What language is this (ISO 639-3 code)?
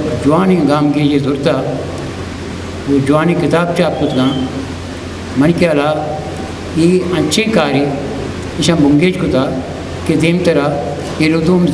bgp